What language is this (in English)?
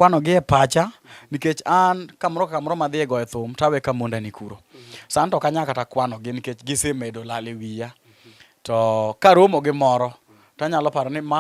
Luo (Kenya and Tanzania)